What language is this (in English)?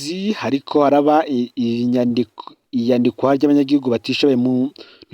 Rundi